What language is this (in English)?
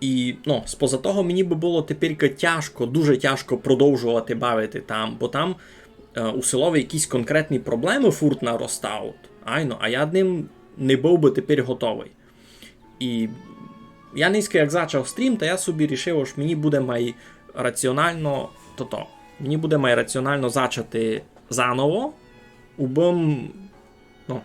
Rusyn